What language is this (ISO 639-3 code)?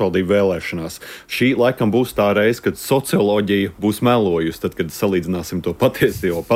lav